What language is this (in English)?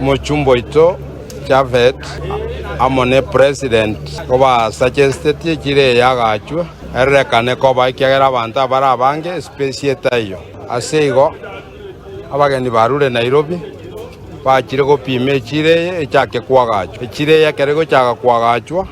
Gusii